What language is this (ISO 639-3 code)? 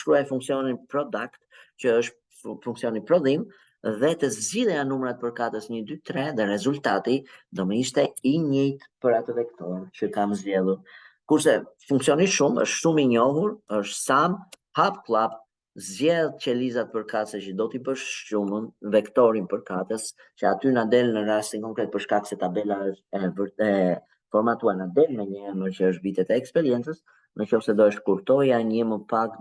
sqi